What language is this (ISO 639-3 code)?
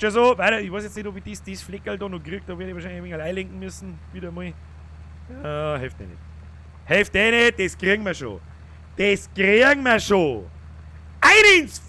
bar